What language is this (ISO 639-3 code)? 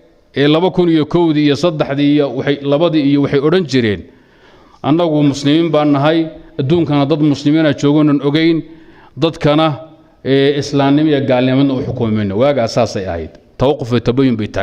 som